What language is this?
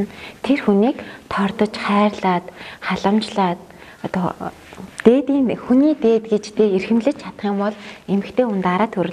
Mongolian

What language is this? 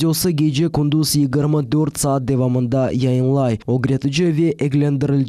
Crimean Tatar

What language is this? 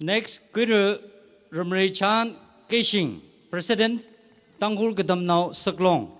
Tangkhul Naga (India)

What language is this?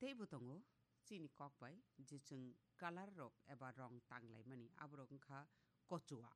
Kok Borok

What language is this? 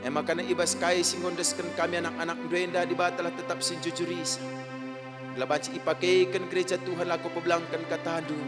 Batak Karo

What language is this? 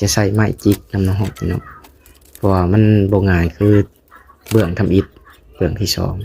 Lao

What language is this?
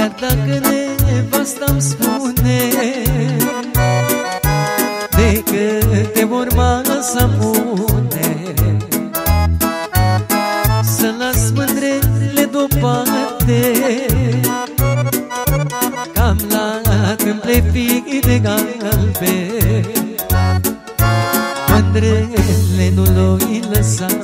Romanian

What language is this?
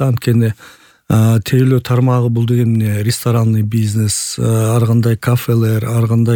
Kyrgyz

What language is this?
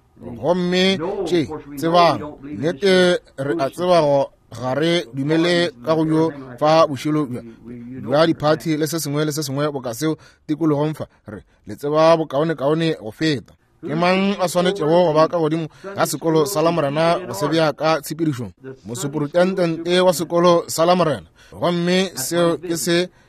Northern Sotho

